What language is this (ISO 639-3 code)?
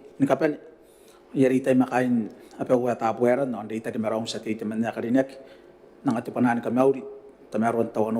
gil